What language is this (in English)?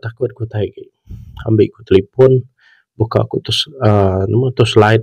Iban